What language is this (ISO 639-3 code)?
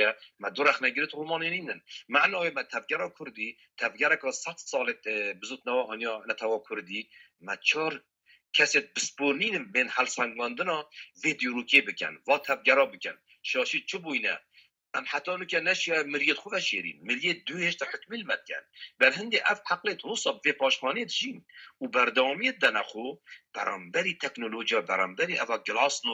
kur